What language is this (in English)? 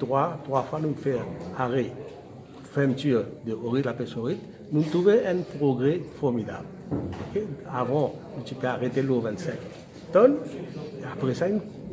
Morisyen